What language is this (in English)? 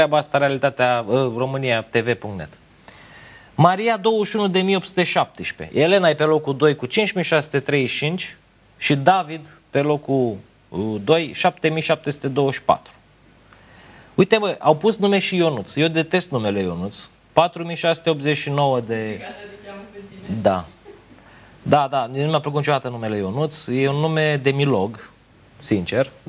Romanian